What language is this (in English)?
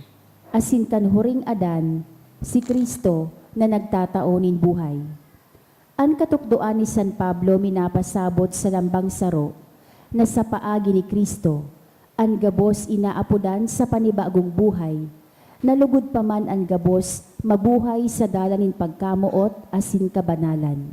Bikol